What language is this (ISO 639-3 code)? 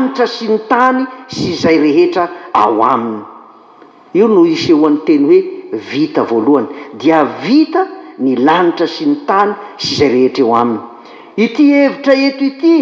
mlg